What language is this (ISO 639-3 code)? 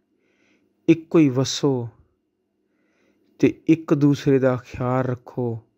pan